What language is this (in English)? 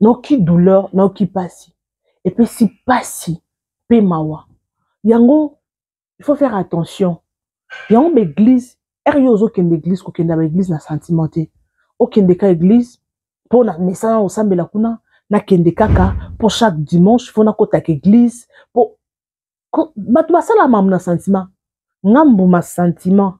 Lingala